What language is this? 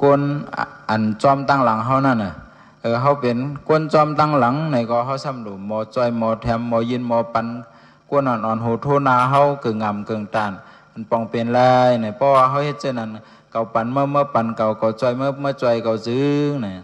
Shan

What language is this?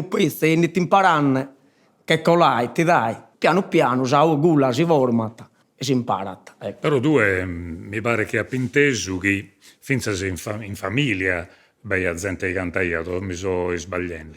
Sardinian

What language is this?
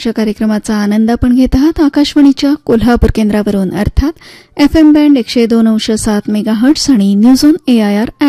Marathi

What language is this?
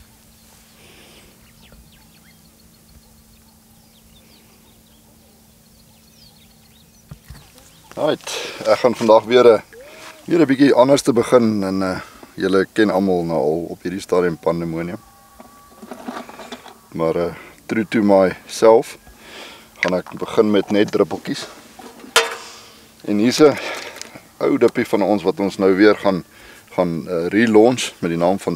Afrikaans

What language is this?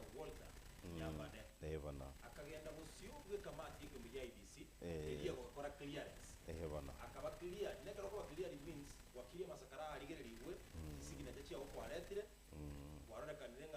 Gusii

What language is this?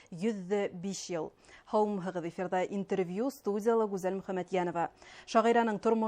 Bashkir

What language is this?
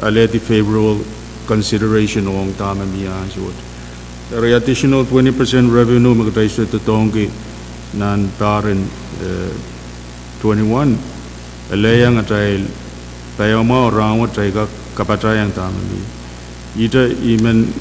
Pohnpeian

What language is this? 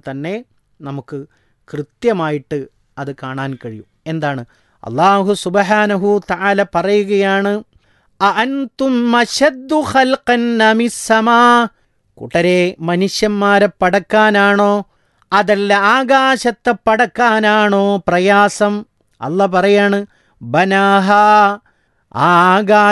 Malayalam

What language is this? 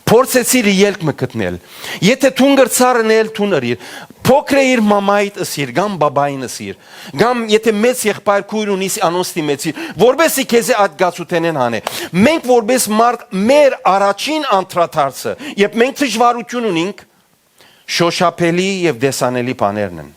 Western Armenian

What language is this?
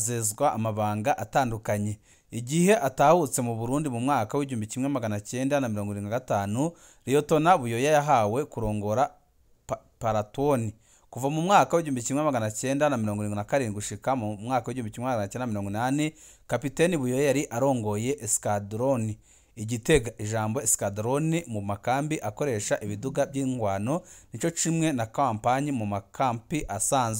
Rundi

